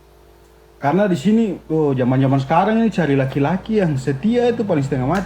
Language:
Ambonese Malay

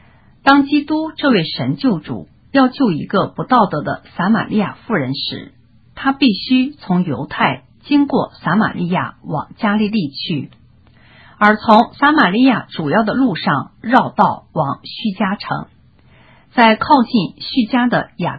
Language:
Chinese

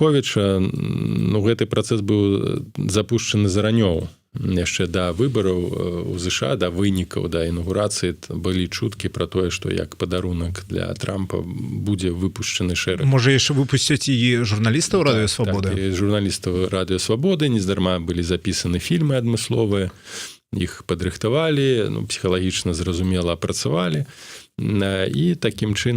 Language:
Belarusian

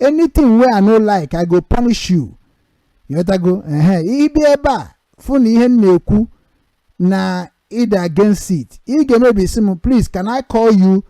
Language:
Igbo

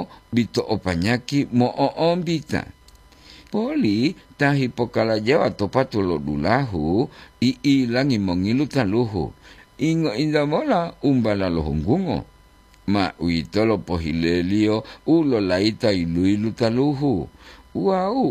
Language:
Gorontalo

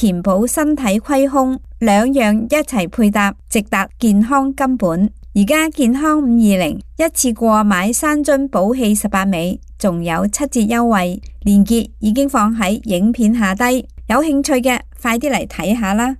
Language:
Cantonese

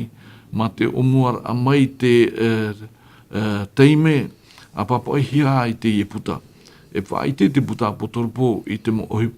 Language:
Tahitian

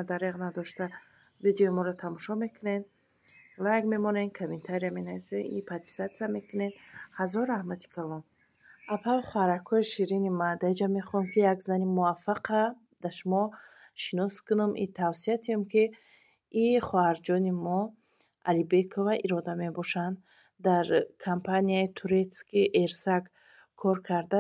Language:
Tajik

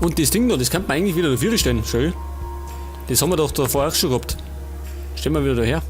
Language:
Bavarian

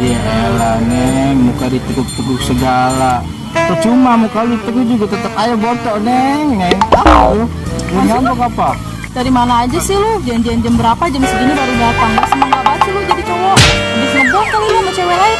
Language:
Betawi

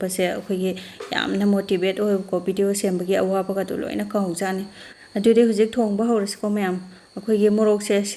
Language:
Manipuri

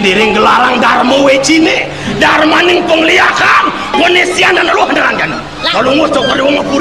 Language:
Balinese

